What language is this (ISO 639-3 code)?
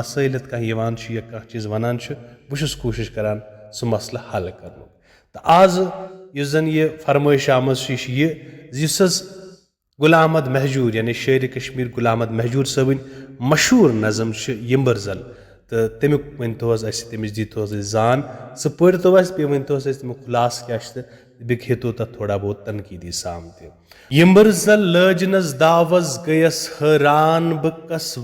kas